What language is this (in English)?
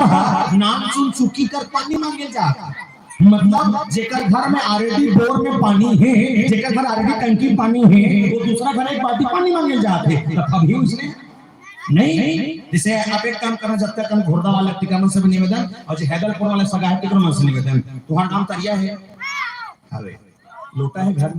Chhattisgarhi